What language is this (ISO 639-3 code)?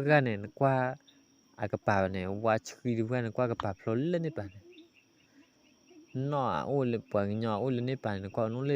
ksw